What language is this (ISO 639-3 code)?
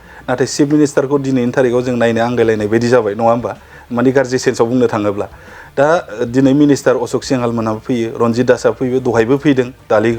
brx